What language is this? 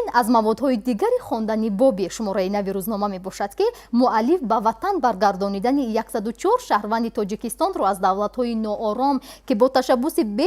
Tajik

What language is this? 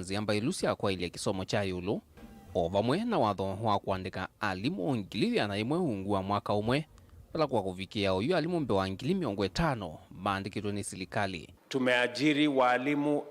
Kamba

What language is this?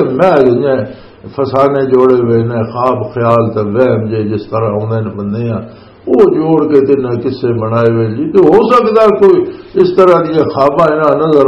Western Panjabi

